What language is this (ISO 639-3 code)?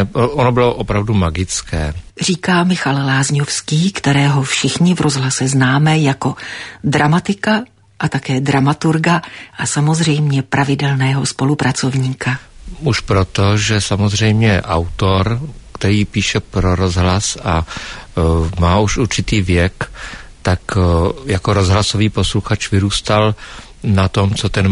ces